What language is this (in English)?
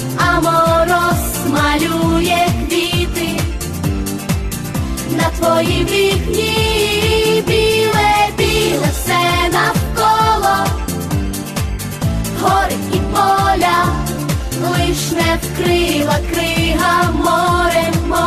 Ukrainian